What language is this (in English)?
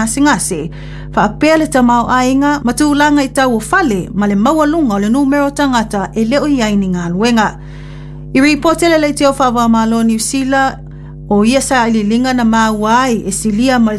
Samoan